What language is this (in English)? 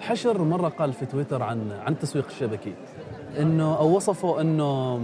Gulf Arabic